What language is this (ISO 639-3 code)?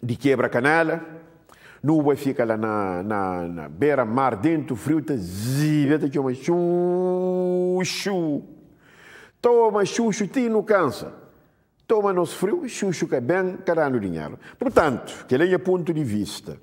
kea